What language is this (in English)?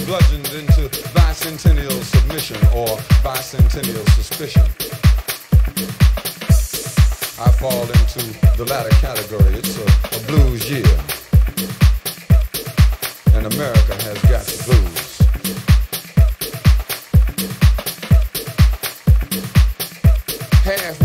English